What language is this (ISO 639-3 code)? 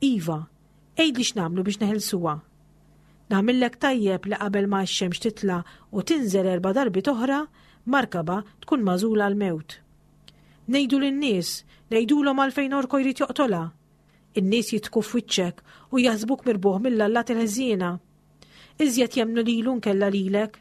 mlt